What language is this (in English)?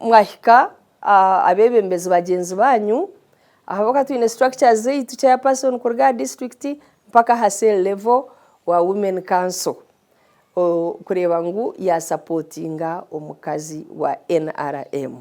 Nyankole